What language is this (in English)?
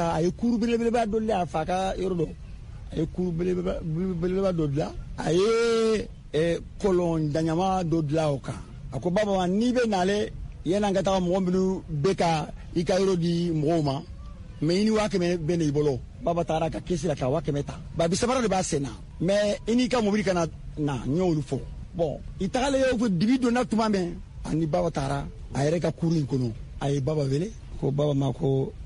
Bambara